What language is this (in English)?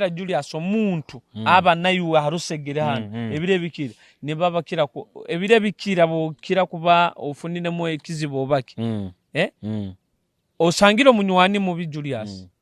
Nyoro